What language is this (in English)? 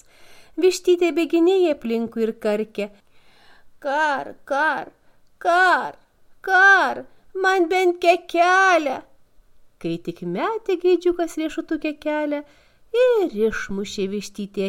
Lithuanian